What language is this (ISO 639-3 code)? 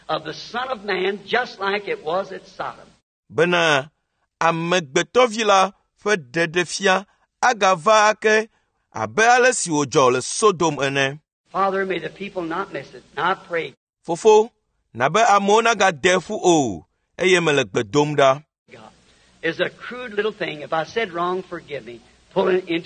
ewe